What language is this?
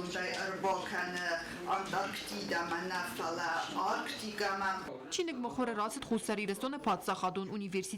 Ossetic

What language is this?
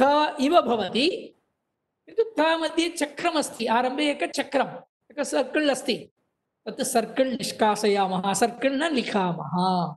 Sanskrit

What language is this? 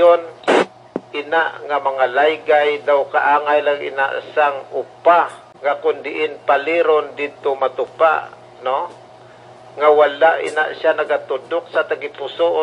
Hiligaynon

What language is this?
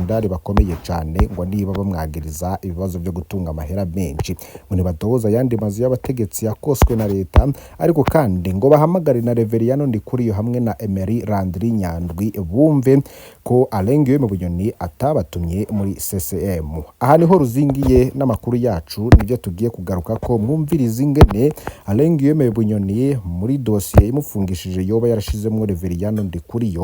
Rundi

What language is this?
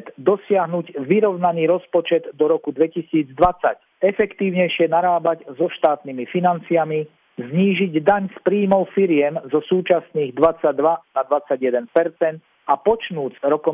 Slovak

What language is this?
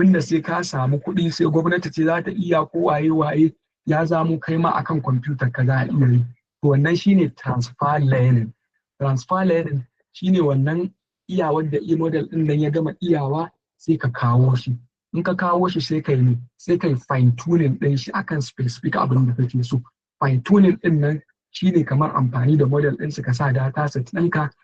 Hausa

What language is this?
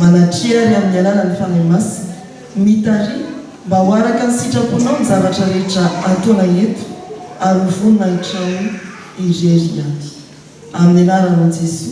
Malagasy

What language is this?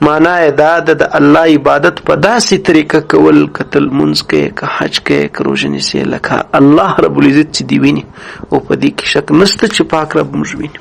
Pashto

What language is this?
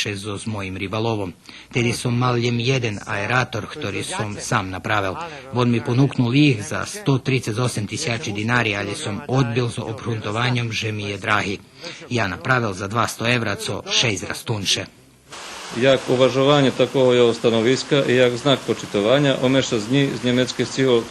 Rusyn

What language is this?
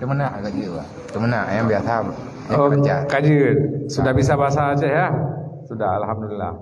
Achinese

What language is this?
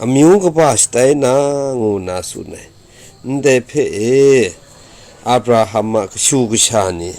Kachin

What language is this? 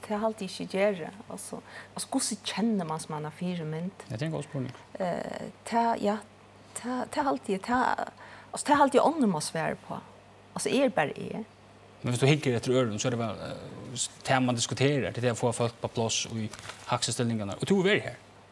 Faroese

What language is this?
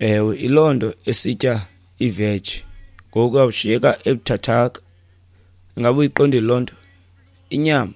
Xhosa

